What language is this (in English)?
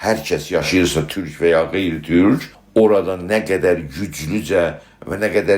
South Azerbaijani